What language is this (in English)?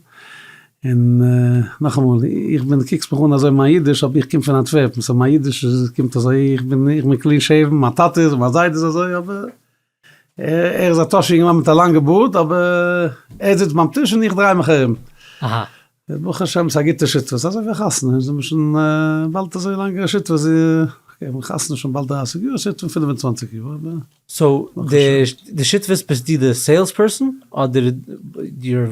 Yiddish